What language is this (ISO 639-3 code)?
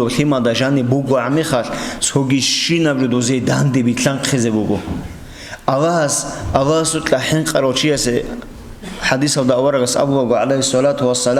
ava